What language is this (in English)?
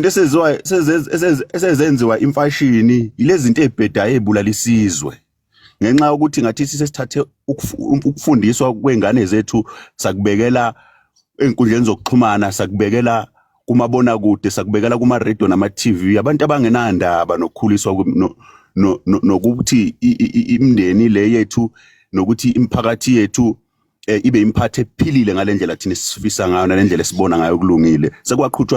Zulu